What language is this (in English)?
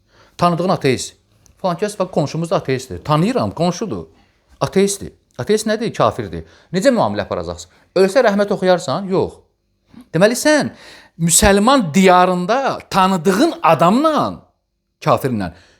Azerbaijani